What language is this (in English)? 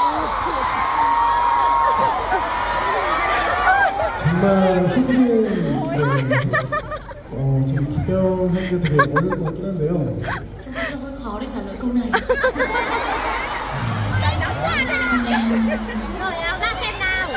Vietnamese